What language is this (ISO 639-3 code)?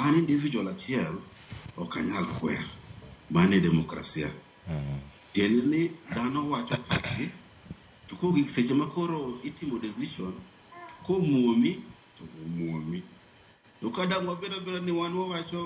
luo